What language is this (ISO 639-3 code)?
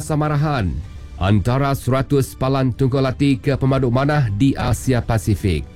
iba